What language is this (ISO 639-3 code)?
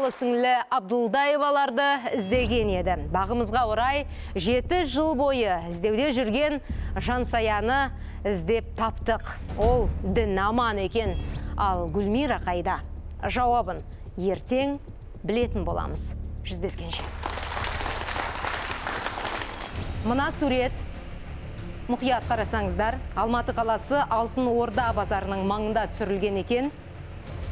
kaz